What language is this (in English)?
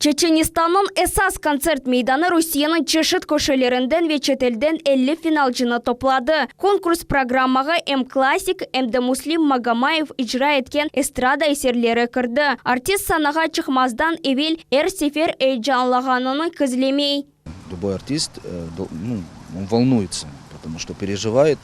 Crimean Tatar